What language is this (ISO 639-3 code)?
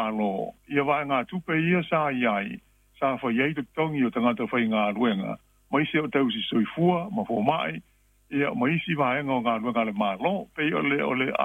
smo